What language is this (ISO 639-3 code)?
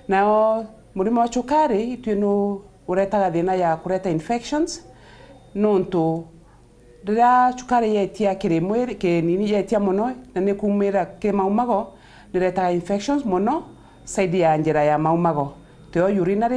mer